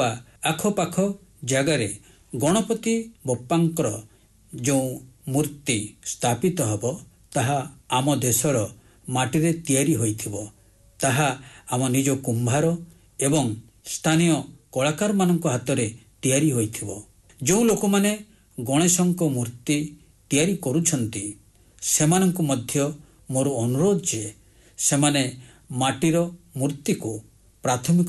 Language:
Odia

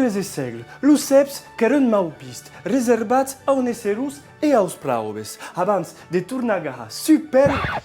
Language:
Occitan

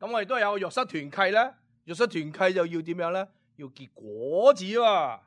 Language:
Cantonese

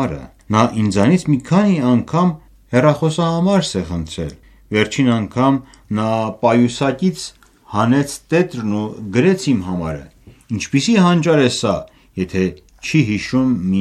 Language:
Armenian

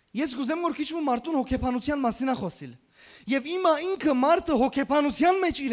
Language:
Western Armenian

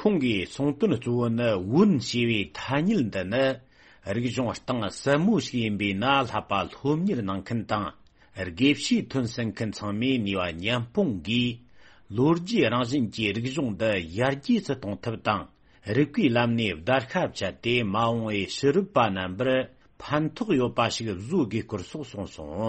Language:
Tibetan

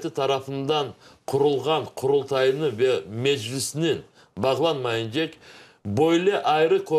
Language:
Crimean Tatar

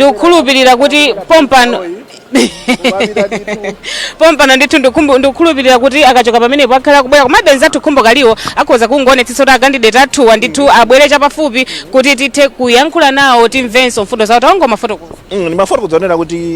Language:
Nyanja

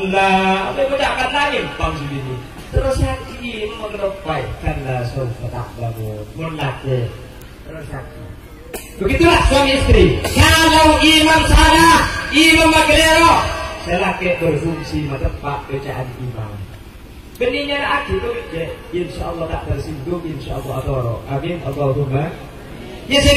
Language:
Madurese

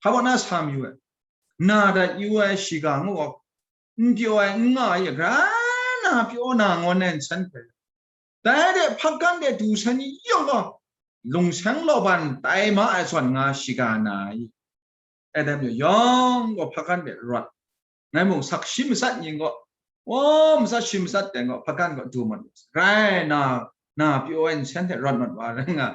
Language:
Kachin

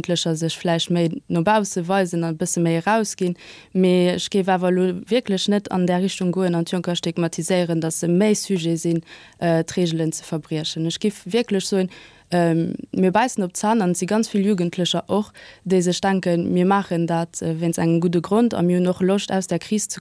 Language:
Luxembourgish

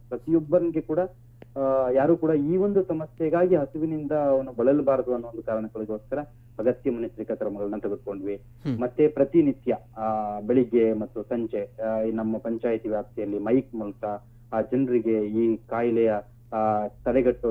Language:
Kannada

